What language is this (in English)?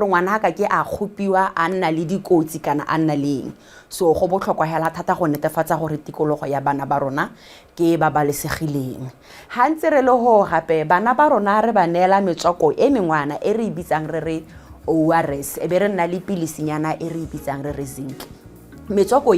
Tswana